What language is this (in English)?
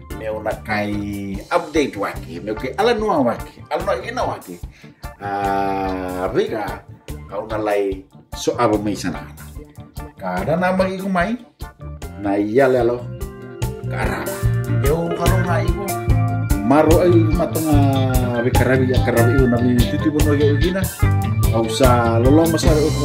Fijian